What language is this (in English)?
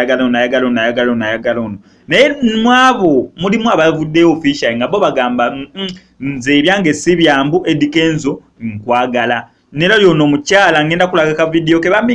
Ganda